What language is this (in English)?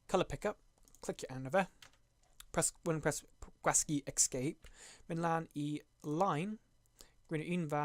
Welsh